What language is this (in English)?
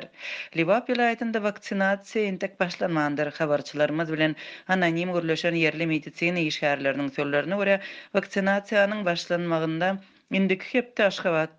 Turkmen